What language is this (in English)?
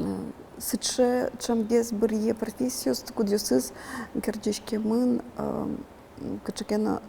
Udmurt